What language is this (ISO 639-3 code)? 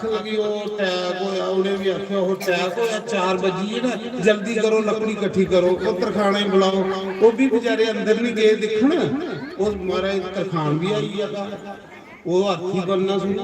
doi